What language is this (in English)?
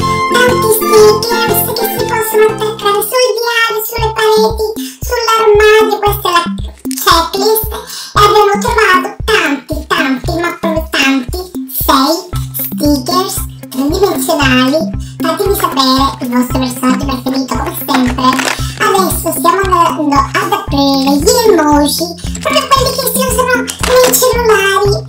Italian